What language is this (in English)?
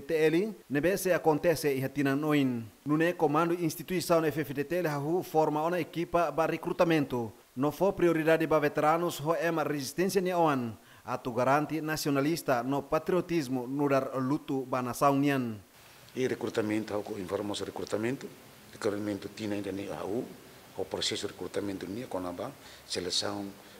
Tetum